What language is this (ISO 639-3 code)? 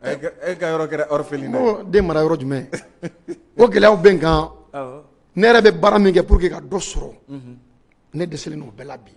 bam